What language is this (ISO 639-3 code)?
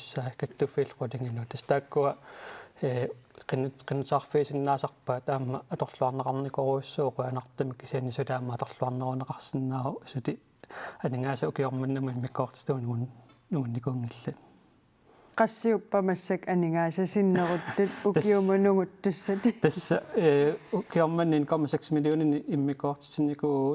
kal